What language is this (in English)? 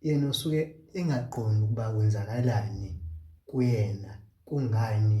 Zulu